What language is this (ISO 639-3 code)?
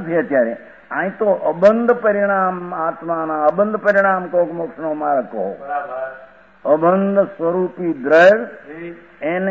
guj